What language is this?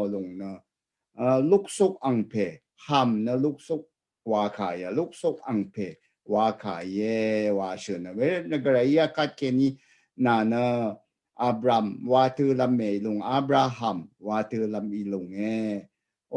Rawang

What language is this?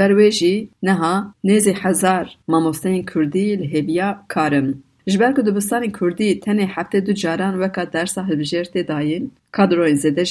Kurdish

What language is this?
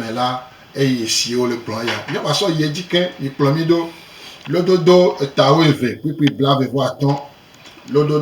Gen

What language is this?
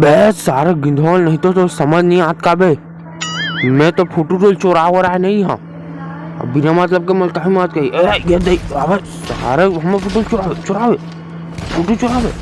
Chhattisgarhi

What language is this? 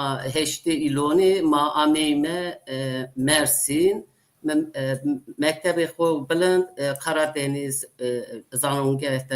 Zaza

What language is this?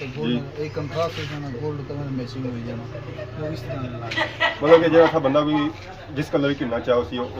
Pahari-Potwari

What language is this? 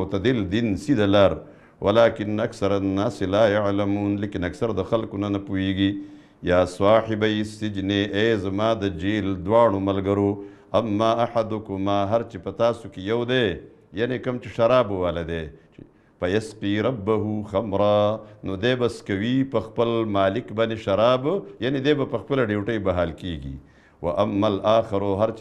Pashto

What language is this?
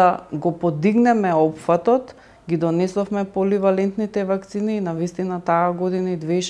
Macedonian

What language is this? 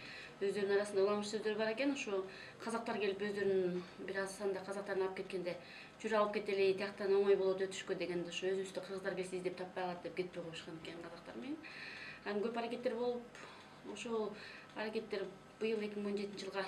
Kyrgyz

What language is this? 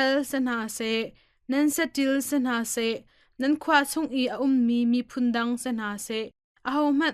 Hakha Chin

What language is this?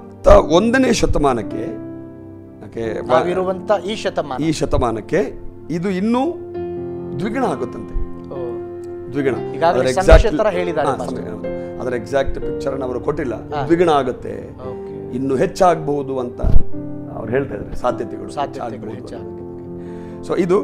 Kannada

